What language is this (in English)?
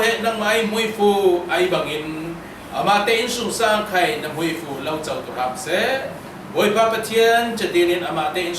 Falam Chin